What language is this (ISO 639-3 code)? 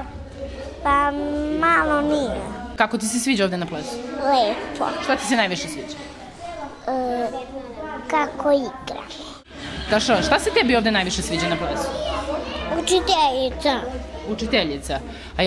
srp